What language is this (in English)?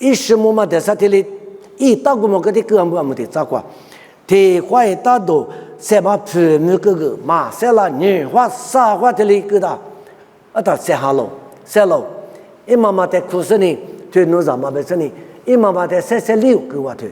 Lisu